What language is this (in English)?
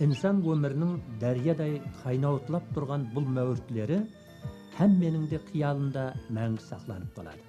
Kara-Kalpak